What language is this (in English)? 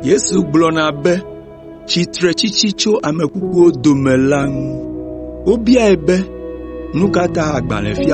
Ewe